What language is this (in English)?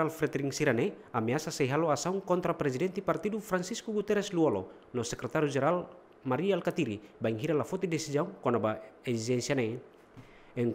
Tetum